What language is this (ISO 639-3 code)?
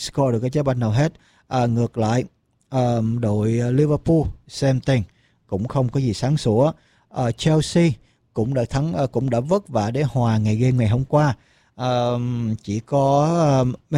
vie